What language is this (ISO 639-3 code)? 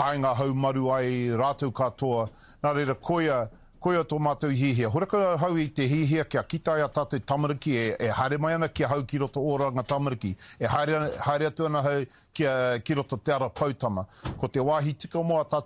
mri